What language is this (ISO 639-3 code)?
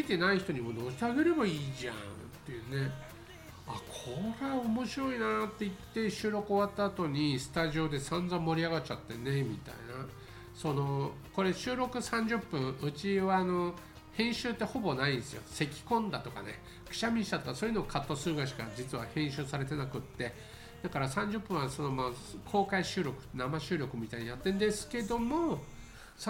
jpn